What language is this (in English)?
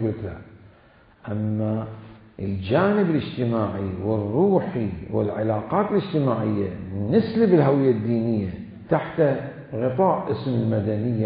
Mesopotamian Arabic